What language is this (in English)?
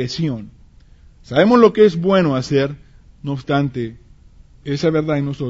Spanish